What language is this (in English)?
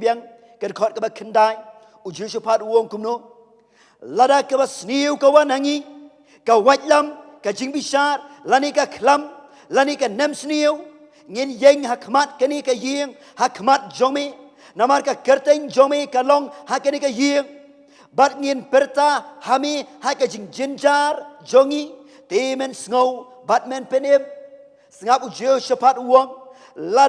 Khasi